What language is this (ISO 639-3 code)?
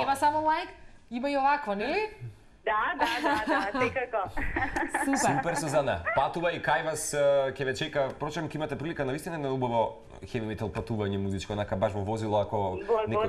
mkd